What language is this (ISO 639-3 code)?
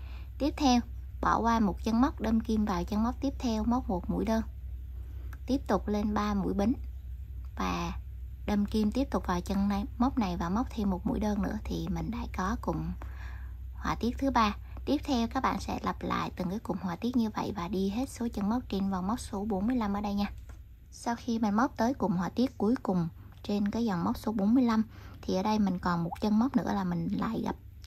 vie